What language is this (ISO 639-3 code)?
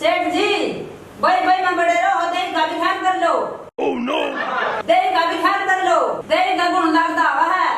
bgc